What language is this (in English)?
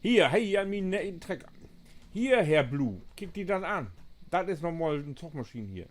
Low German